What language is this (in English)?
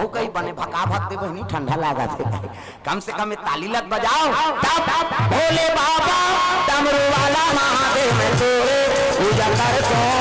Chhattisgarhi